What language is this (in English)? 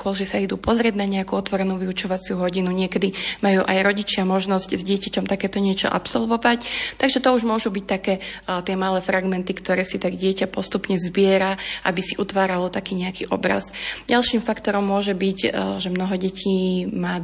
Slovak